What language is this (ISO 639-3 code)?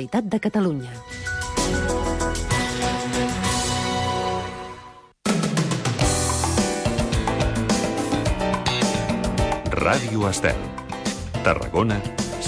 cat